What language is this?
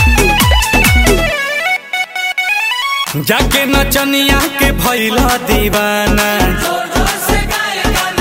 Bhojpuri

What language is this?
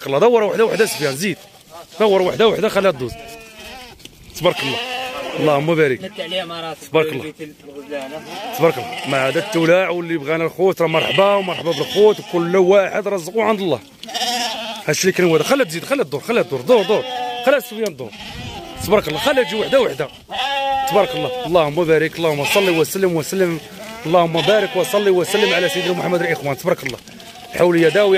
Moroccan Arabic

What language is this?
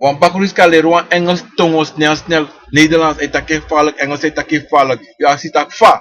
Sranan Tongo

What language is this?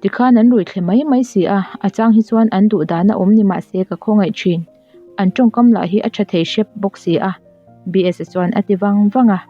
Mizo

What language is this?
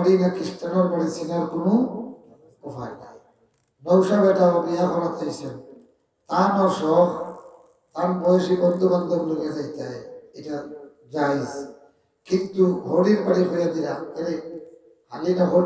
Sylheti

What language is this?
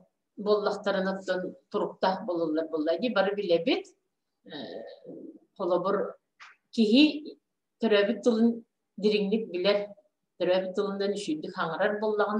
Yakut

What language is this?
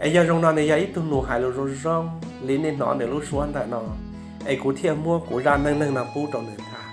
Hmong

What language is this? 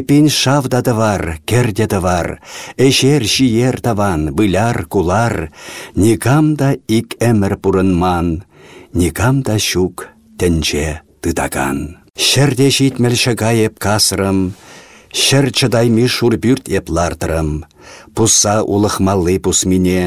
Chuvash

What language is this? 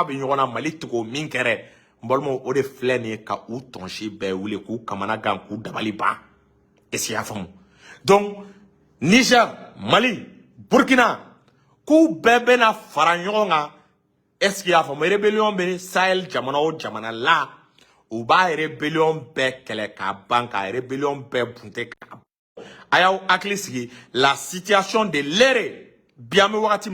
Bambara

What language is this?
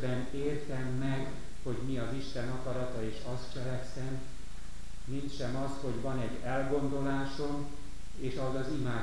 Hungarian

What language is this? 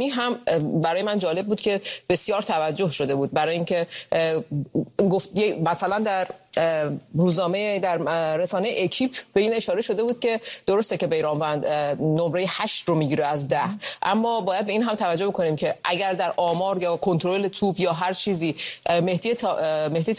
Persian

